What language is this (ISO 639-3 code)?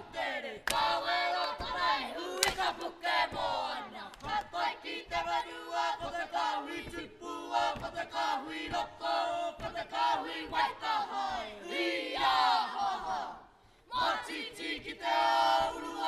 mri